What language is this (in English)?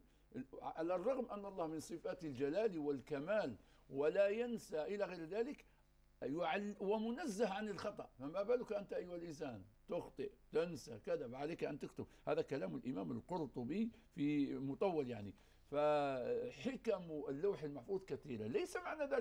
Arabic